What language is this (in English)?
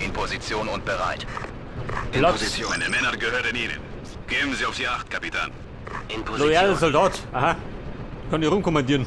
Bavarian